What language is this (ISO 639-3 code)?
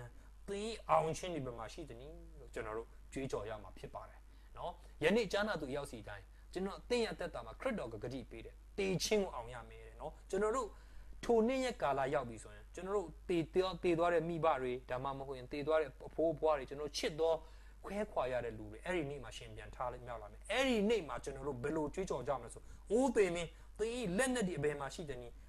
mya